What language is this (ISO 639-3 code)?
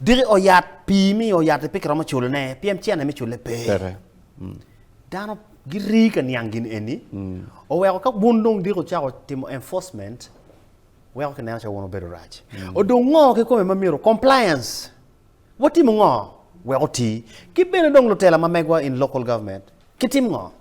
ach